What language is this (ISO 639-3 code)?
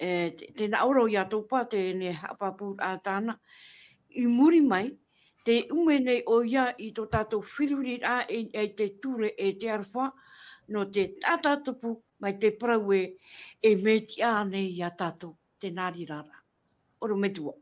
tah